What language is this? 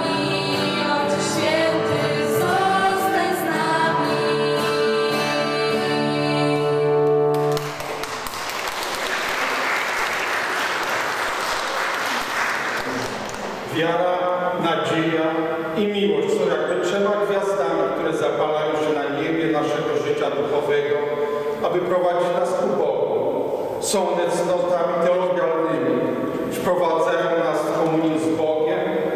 Polish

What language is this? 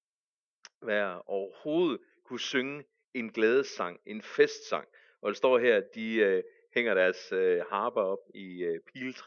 Danish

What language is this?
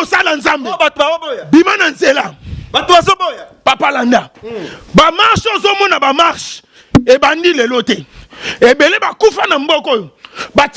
Lingala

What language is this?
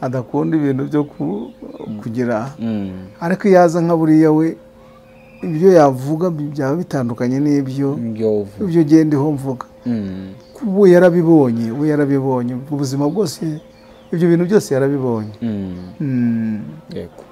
Kinyarwanda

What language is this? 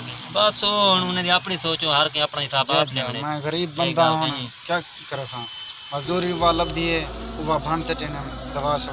Saraiki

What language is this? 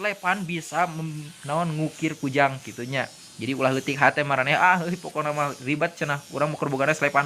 Sundanese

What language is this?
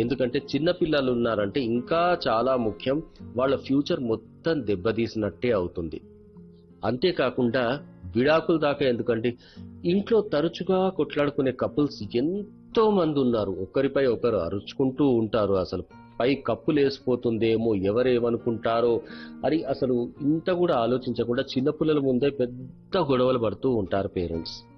Telugu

